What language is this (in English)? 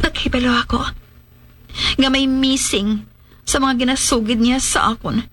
Hiligaynon